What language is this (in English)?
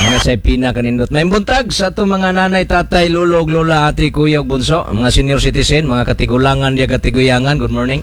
Cebuano